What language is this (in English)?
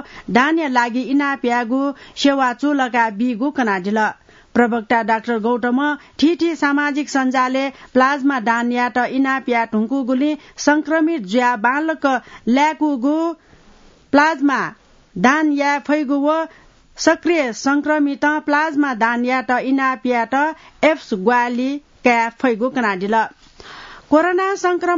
Newari